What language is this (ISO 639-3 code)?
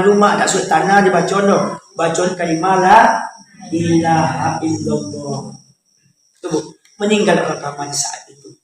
min